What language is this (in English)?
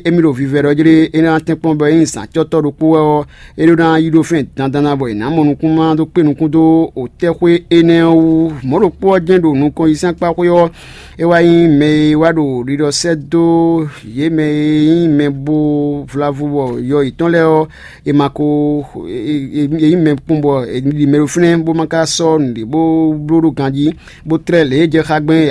Fon